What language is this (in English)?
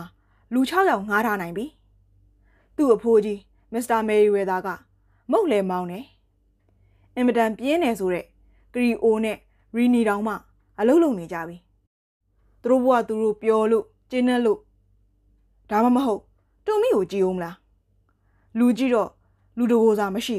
Burmese